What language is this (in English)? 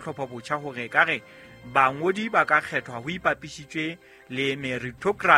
Southern Sotho